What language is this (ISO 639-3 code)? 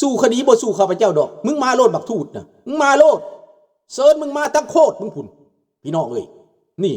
lao